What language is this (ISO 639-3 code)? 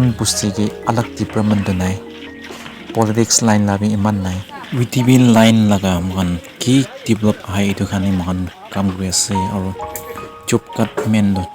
nag